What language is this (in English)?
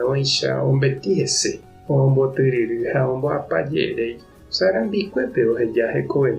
Guarani